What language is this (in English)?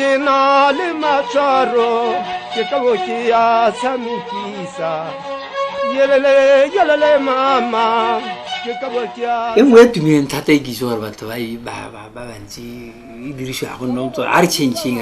Tswana